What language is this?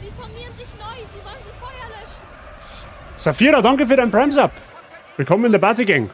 Bavarian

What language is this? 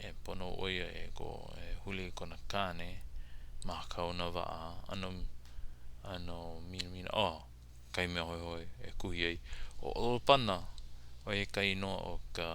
Hawaiian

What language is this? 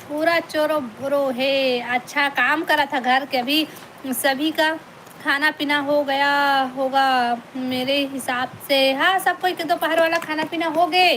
Chhattisgarhi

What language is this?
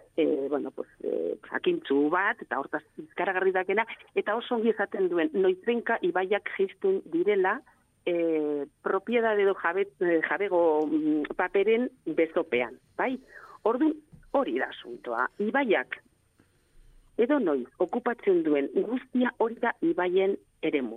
Basque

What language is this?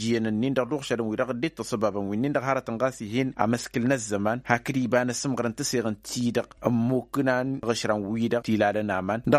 Tamasheq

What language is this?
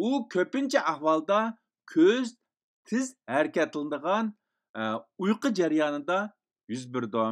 Uyghur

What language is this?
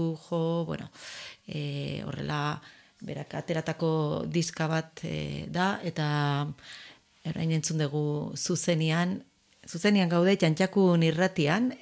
Basque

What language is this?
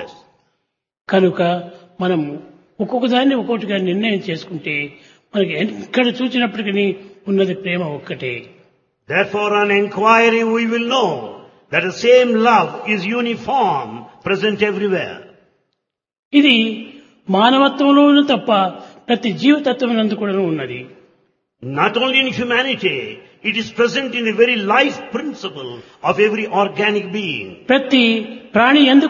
Telugu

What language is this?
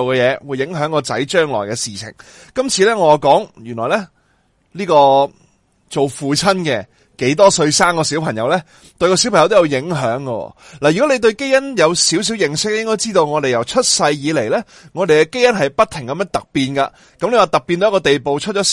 Cantonese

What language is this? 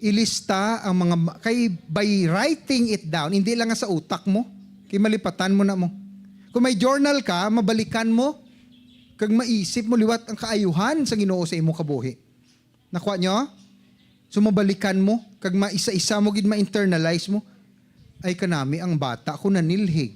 Hiligaynon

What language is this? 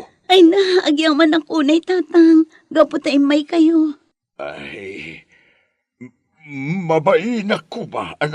Iloko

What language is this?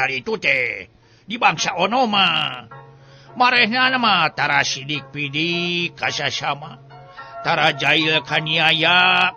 Sundanese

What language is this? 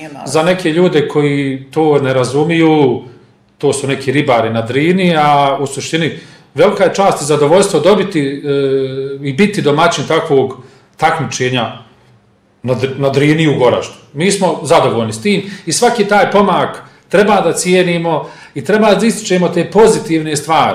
Bosnian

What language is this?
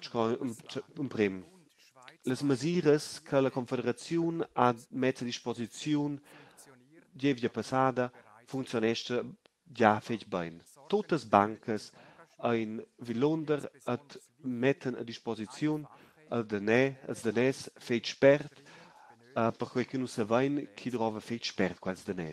Romansh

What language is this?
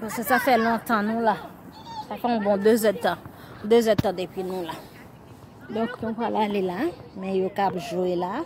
Haitian Creole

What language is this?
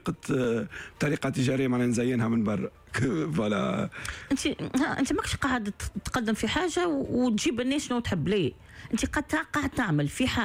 Tunisian Arabic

